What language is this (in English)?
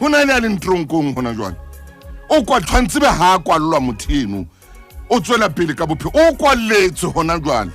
Southern Sotho